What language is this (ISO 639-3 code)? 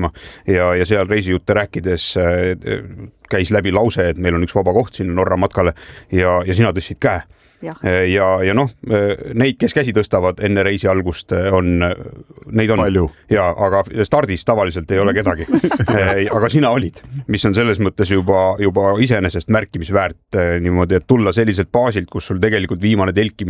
est